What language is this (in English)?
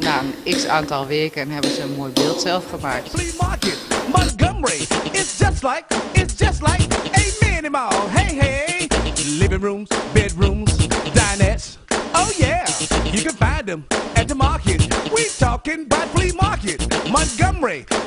Dutch